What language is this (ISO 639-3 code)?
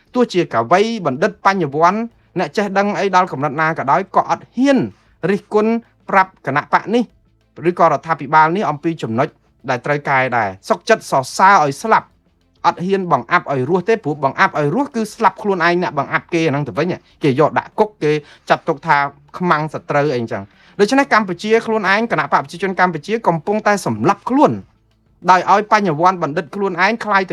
khm